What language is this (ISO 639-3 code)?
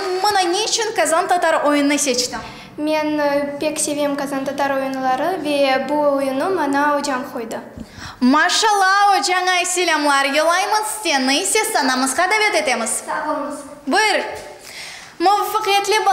crh